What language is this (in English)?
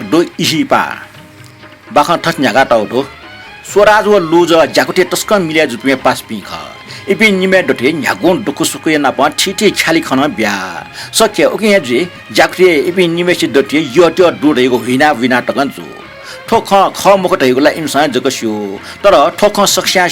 Newari